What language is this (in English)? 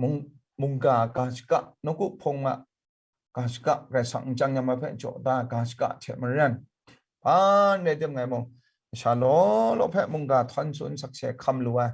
Kachin